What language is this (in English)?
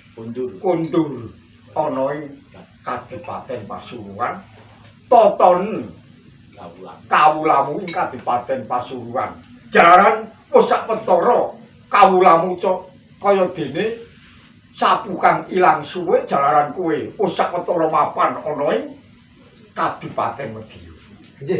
Javanese